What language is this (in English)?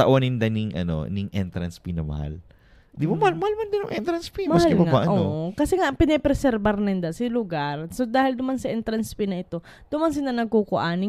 Bikol